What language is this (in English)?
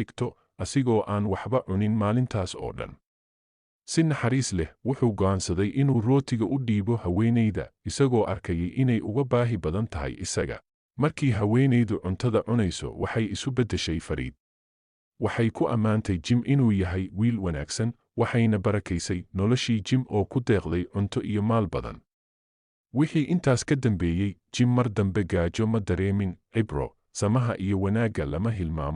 Somali